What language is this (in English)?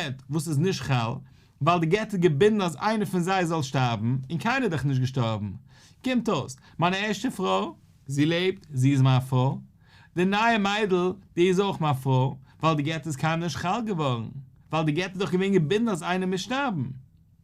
Yiddish